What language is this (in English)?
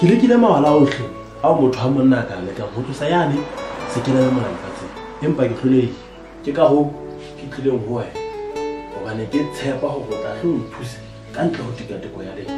Southern Sotho